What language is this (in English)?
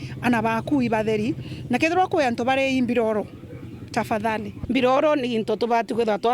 Meru